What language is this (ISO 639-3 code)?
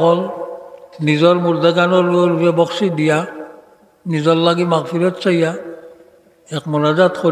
syl